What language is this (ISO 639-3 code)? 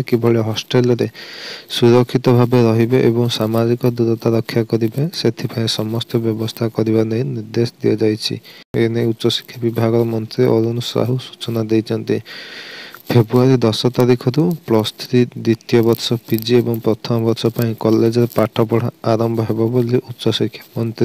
ori